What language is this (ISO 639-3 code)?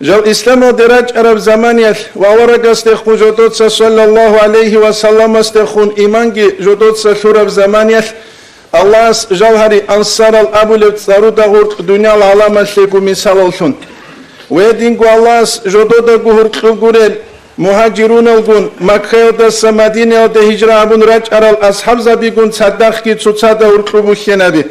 ava